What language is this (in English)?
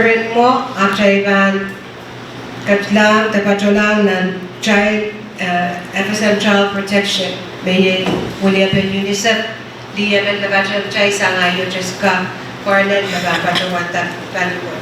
Pohnpeian